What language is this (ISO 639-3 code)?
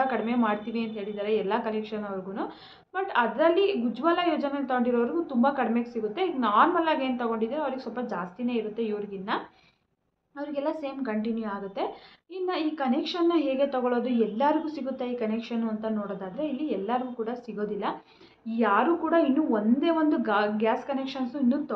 kan